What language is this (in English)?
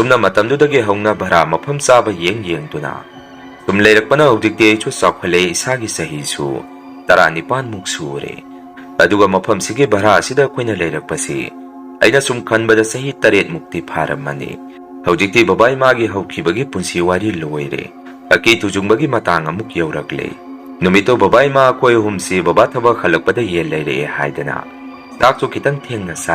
Manipuri